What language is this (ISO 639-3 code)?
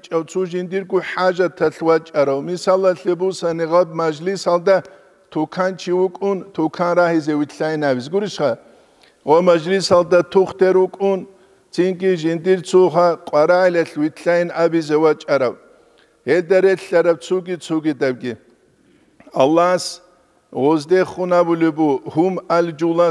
ava